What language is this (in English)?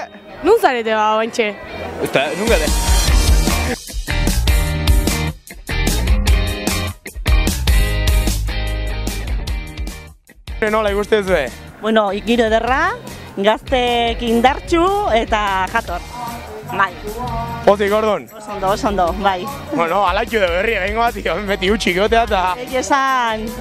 Basque